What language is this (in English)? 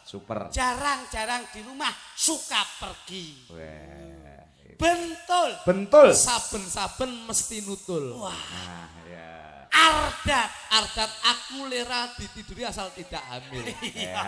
Javanese